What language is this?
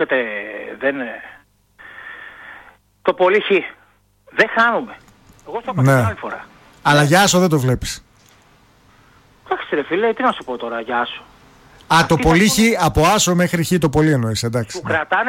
Greek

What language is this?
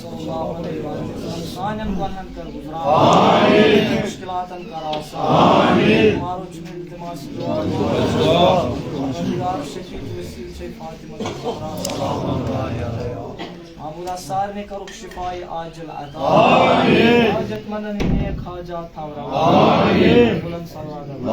Kashmiri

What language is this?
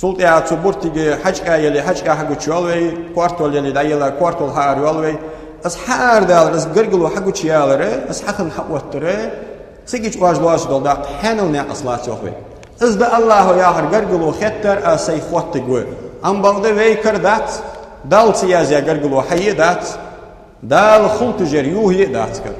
Ingush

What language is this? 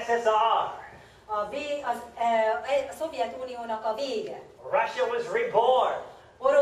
Hungarian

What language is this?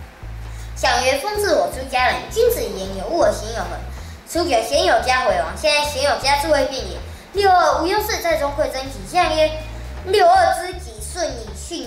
Literary Chinese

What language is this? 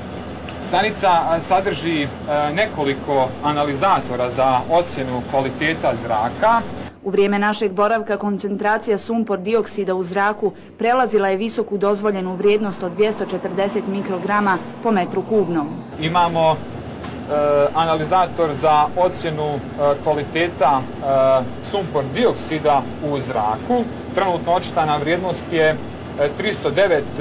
Bosnian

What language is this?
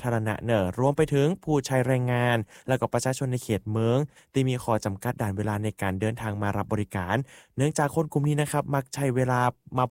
Thai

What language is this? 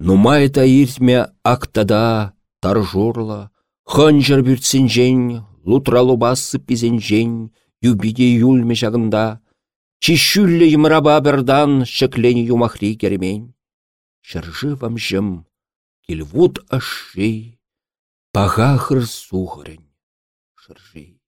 Chuvash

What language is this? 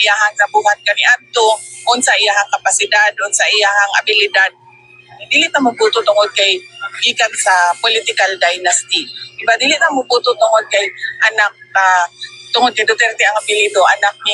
Cebuano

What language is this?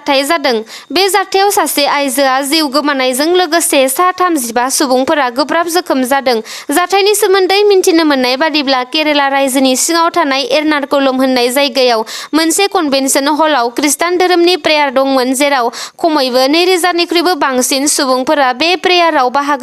Bodo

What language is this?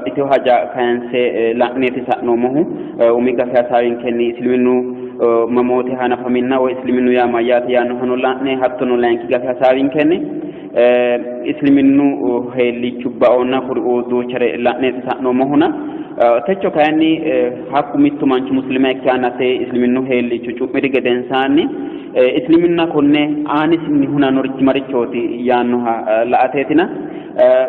Sidamo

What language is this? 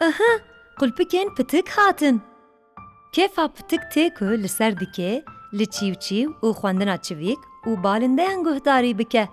Kurdish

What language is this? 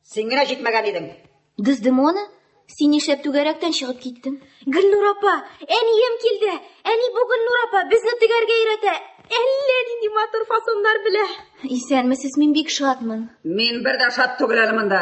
Tatar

